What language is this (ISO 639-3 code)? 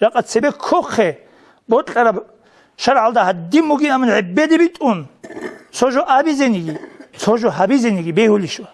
ava